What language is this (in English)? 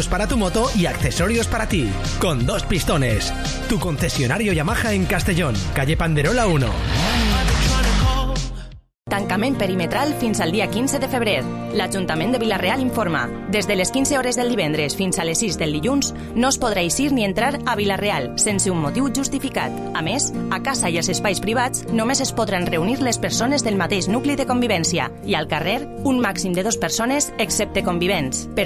Catalan